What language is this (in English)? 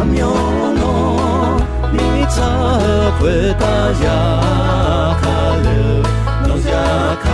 Akha